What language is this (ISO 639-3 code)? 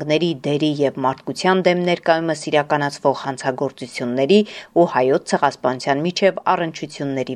hye